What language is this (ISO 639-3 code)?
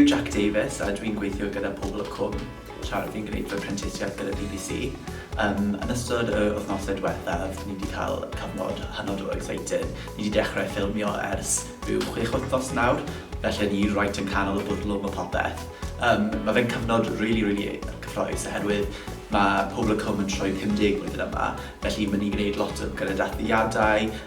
cym